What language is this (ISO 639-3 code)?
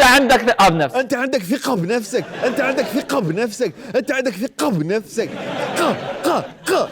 acm